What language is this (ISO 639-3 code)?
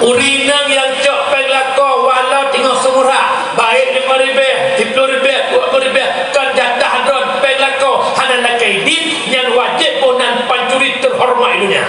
ace